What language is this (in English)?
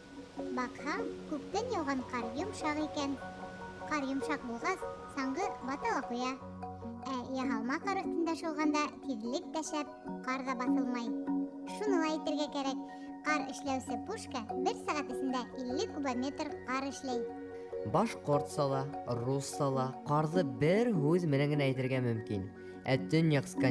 Bashkir